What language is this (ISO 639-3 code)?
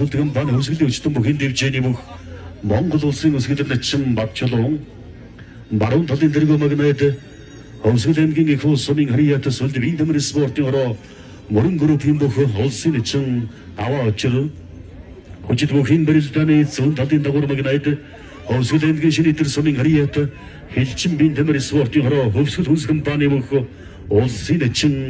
mon